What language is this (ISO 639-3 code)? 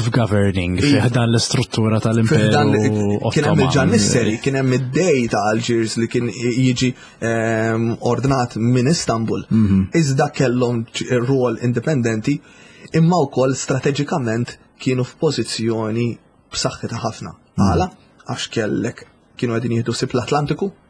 mlt